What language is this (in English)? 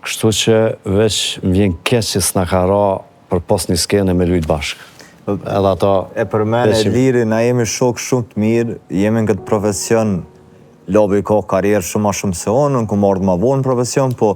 Albanian